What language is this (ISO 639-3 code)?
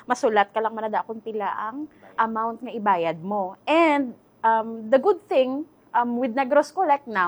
hil